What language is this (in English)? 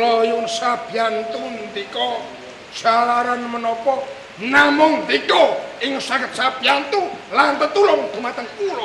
Javanese